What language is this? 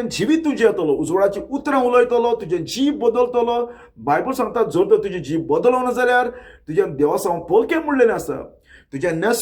Konkani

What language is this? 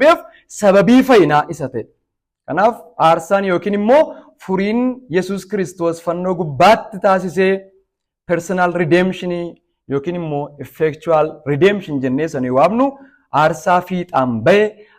Oromo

